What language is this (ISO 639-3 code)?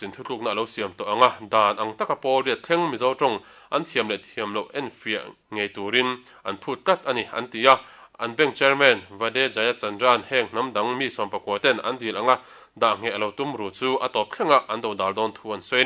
lus